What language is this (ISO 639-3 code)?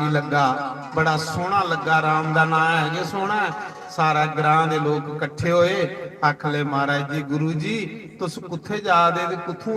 doi